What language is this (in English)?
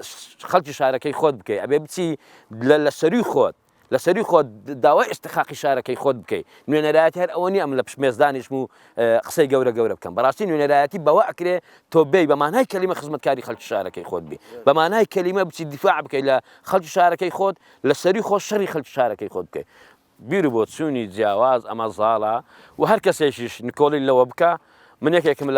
Central Kurdish